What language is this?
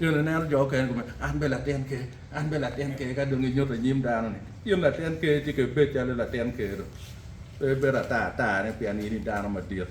Acoli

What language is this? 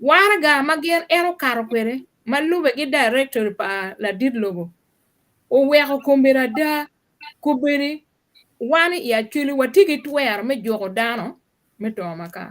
Acoli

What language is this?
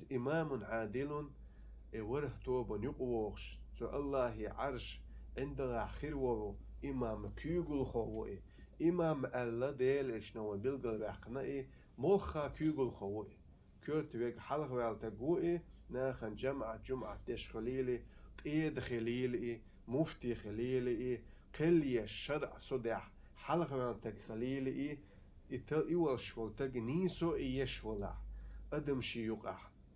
Chechen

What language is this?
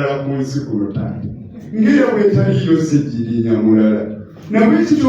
Ganda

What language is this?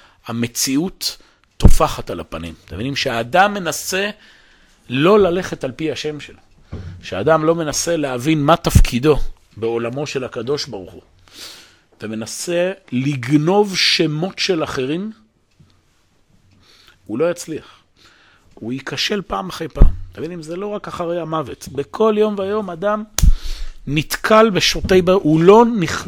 Hebrew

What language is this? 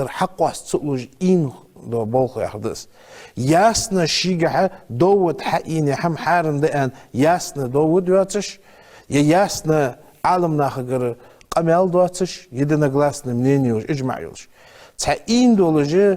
Ingush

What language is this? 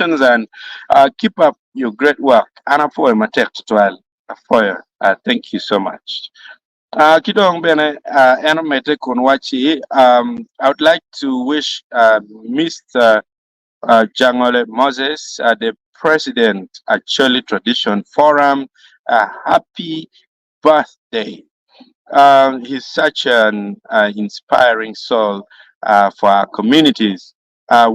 Acoli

